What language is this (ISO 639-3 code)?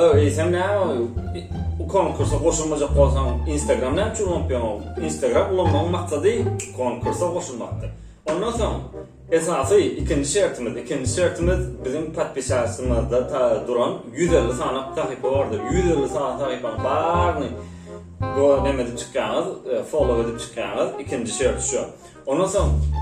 tuk